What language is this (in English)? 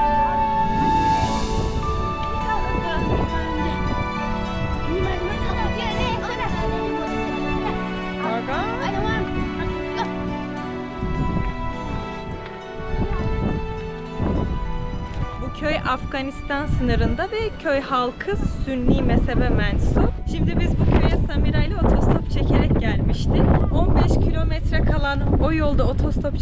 Turkish